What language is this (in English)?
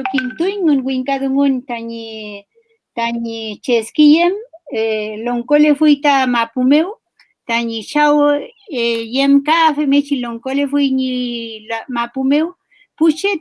Mapuche